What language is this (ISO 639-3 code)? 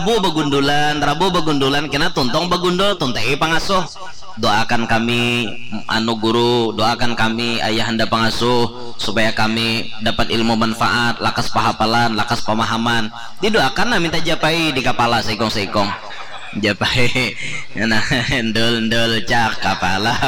bjn